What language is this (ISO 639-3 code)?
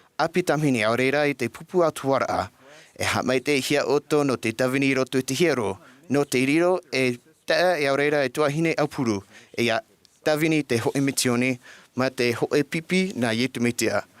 tah